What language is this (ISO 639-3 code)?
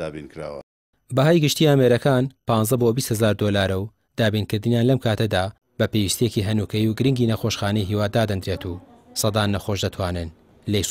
ckb